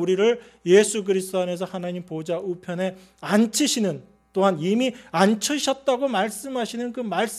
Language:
Korean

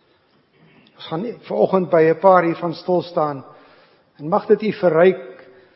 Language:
Afrikaans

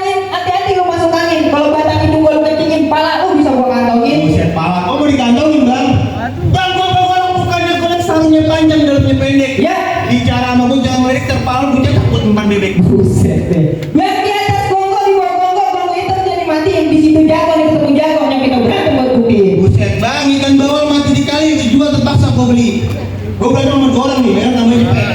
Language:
Betawi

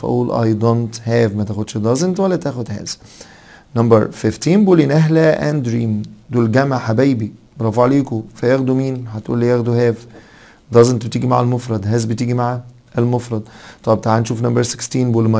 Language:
Egyptian Arabic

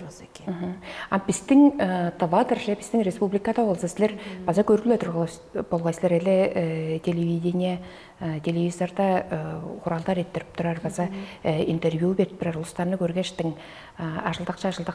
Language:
Tuvinian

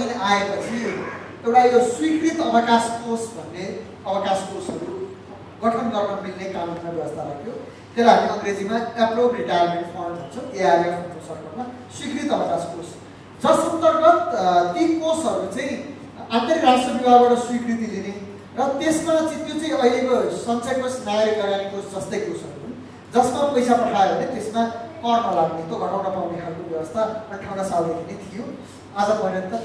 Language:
Nepali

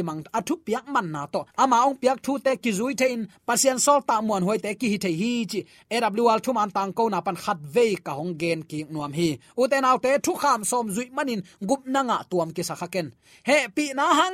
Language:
Tedim Chin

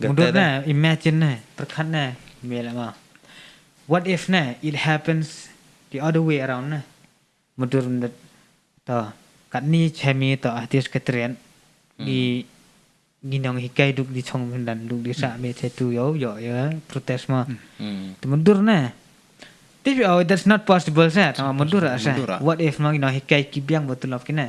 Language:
Khasi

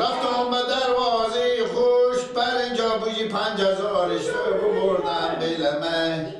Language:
Persian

